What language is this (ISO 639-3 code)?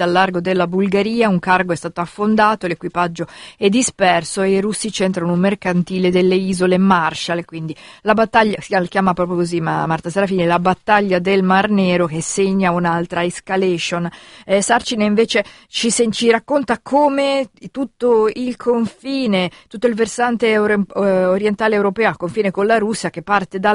ita